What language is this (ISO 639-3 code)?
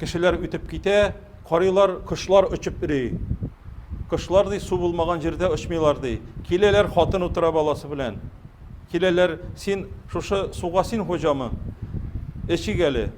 tat